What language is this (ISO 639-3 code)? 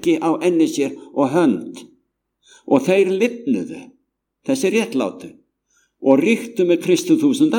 isl